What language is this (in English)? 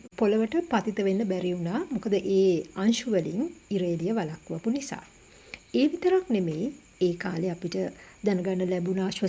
Sinhala